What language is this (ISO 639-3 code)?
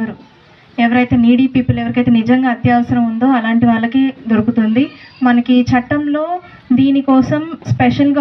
tel